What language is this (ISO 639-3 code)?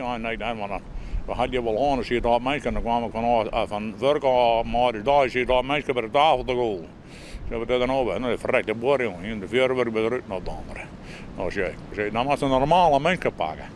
fry